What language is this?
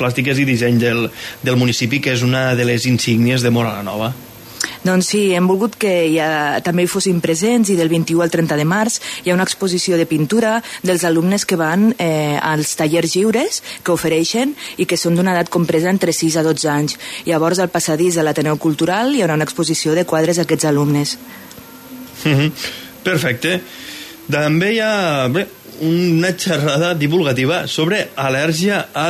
Catalan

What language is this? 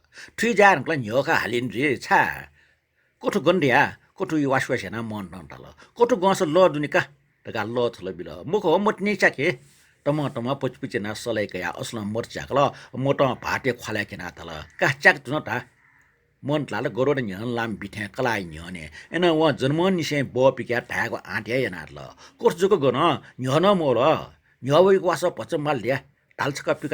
Newari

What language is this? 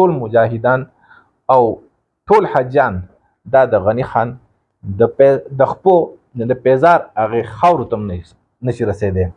Pashto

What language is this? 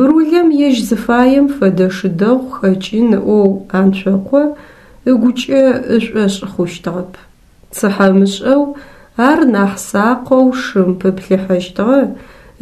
Adyghe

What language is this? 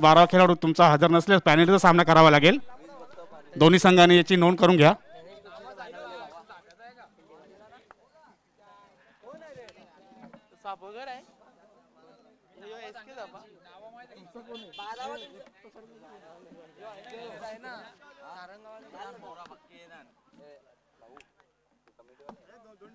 Marathi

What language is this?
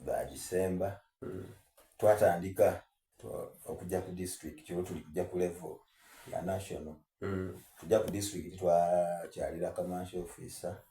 Soga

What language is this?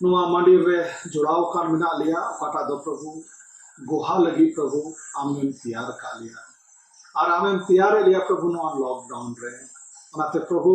Santali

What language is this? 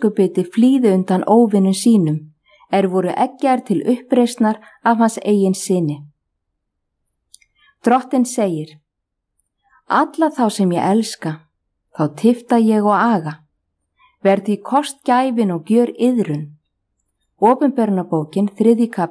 Icelandic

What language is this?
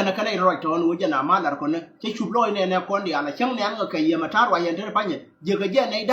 Nuer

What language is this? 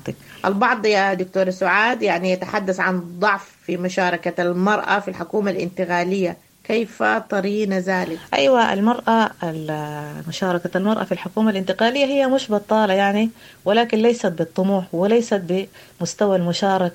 Sudanese Arabic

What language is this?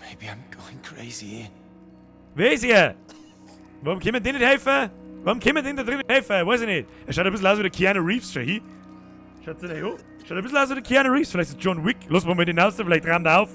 Bavarian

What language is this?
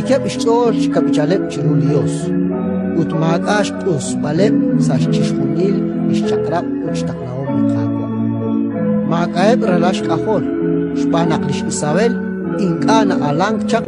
Kekchí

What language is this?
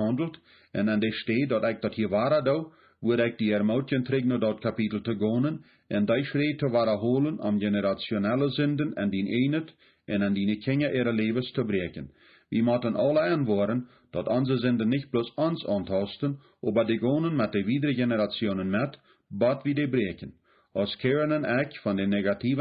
Plautdietsch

